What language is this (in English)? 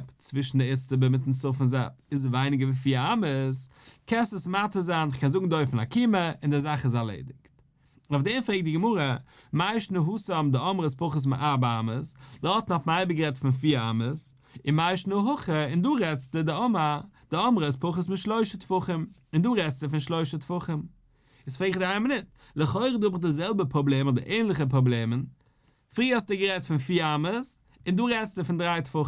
Yiddish